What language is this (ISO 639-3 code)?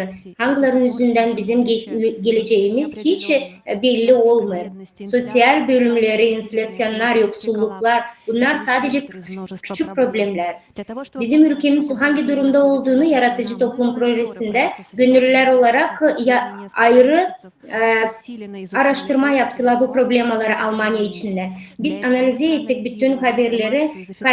gag